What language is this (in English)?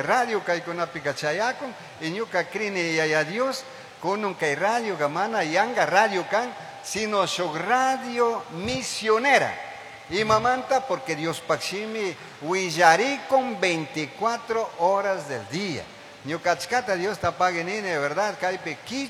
Chimborazo Highland Quichua